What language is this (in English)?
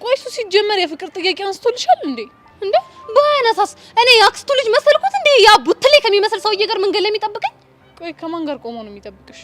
Amharic